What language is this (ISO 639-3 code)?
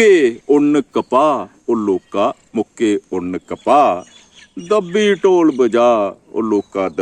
doi